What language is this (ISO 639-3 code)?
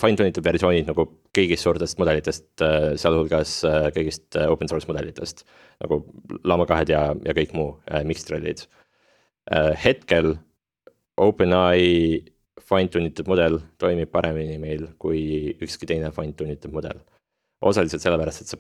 est